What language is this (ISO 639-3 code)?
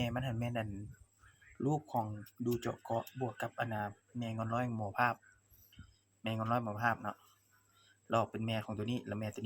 lao